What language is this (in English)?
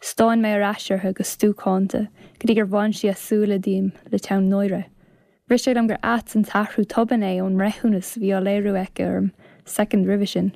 Irish